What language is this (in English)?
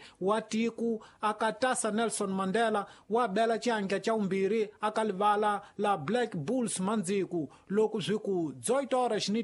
Tsonga